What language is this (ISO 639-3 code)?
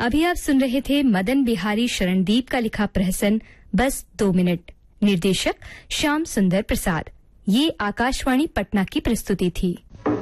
hin